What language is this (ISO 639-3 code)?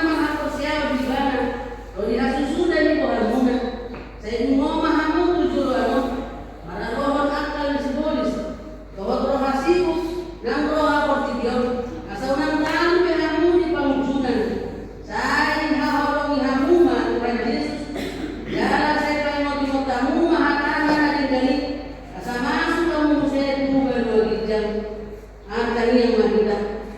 bbc